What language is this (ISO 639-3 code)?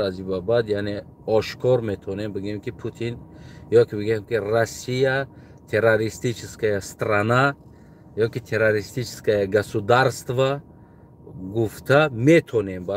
tgk